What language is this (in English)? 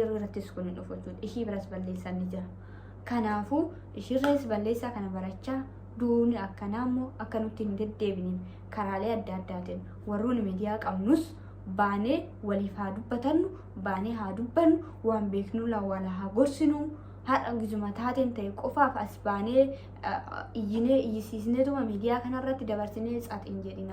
Oromo